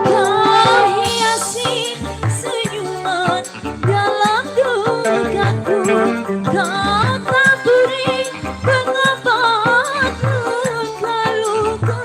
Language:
Betawi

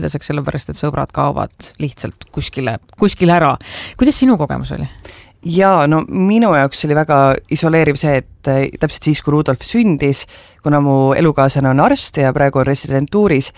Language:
Estonian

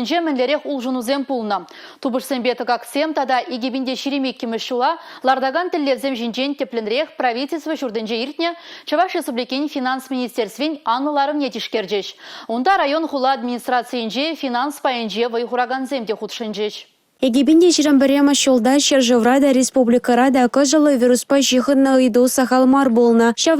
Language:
Chuvash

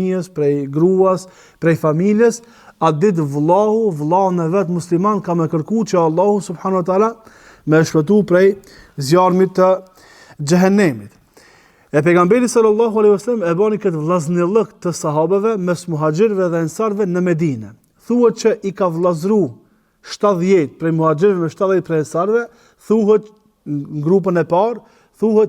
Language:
Albanian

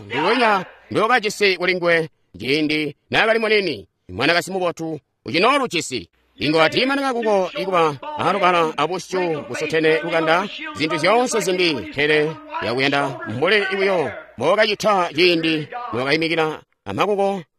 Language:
Tonga (Zambia)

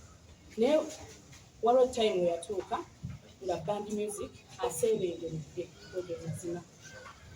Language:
Ganda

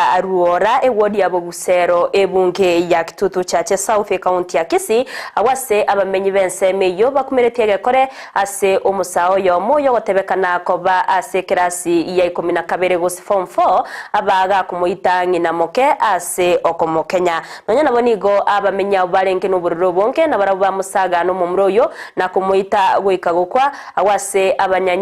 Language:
Gusii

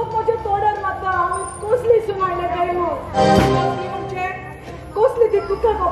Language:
Konkani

